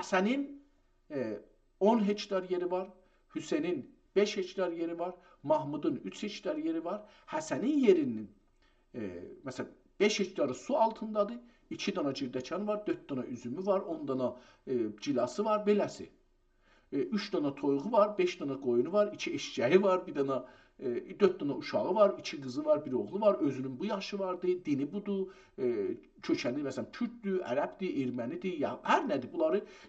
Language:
South Azerbaijani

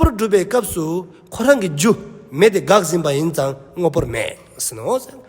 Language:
Tibetan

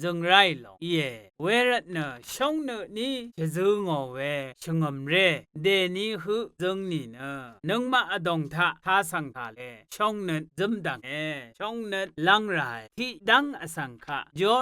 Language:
Rawang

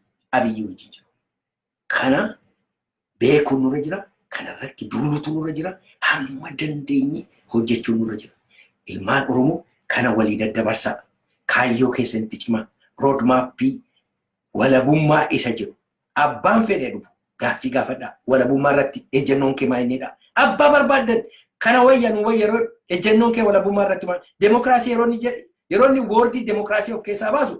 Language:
Oromo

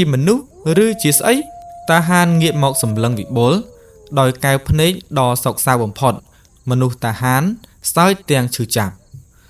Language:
Khmer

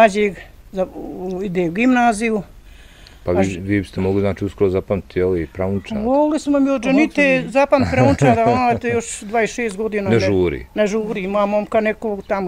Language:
Bosnian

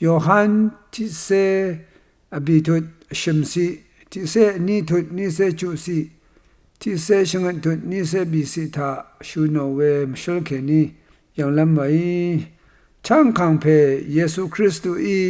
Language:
Rawang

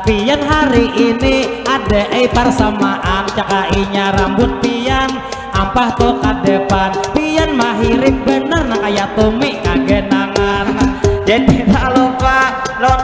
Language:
Banjar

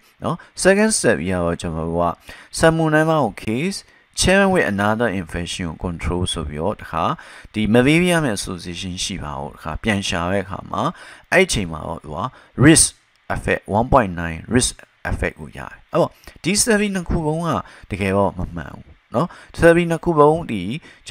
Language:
Burmese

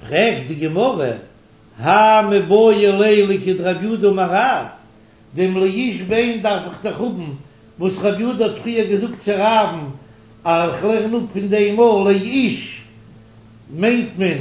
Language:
Yiddish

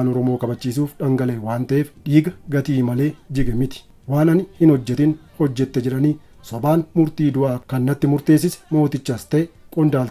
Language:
Oromo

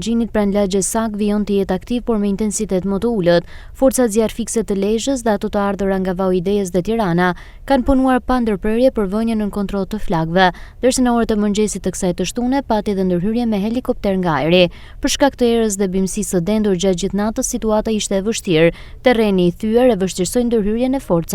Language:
Albanian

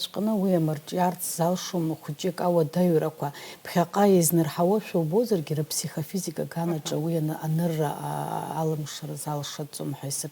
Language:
Abkhazian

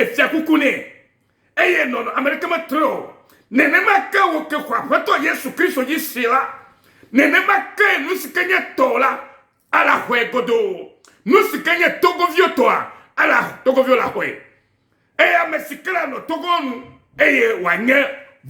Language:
Ewe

